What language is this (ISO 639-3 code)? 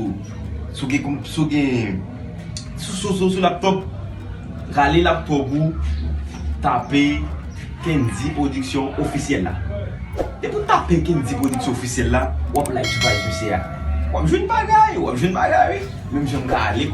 hat